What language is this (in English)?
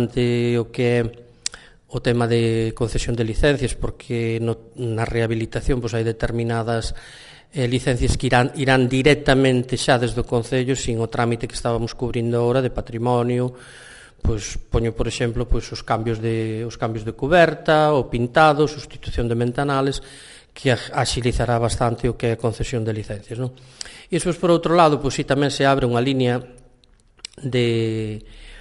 Galician